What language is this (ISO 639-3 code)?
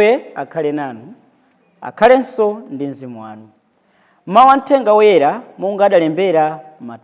nya